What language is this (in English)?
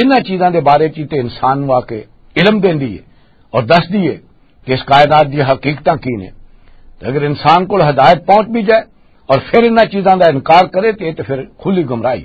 Western Panjabi